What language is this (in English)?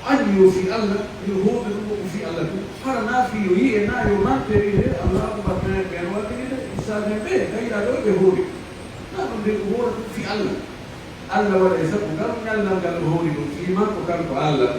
Pular